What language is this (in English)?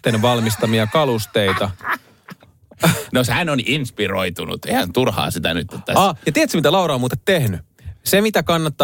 Finnish